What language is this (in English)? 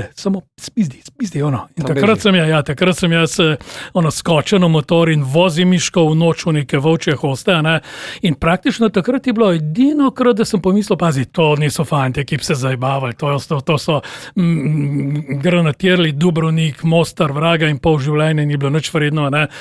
Slovenian